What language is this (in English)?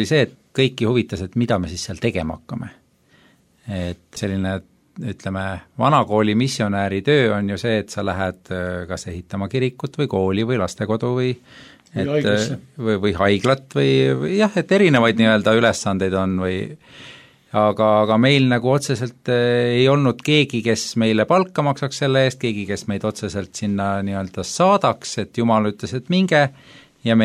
Estonian